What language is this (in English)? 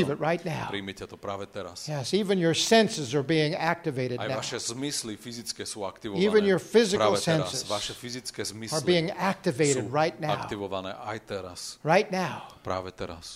Slovak